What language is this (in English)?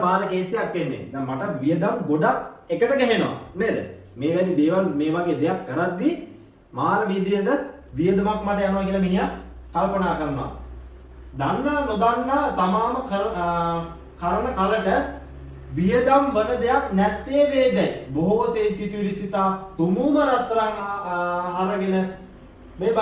Sinhala